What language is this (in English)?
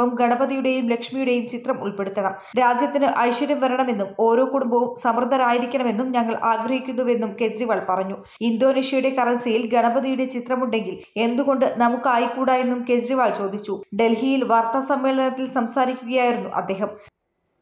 Malayalam